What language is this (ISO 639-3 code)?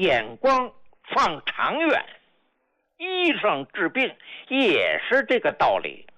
zho